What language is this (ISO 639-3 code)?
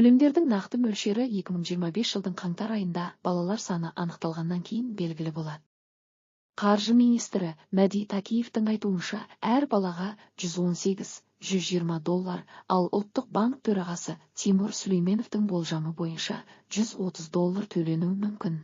kaz